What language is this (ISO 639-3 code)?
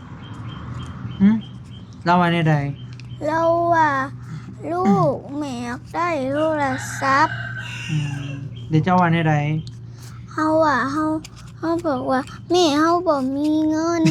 tts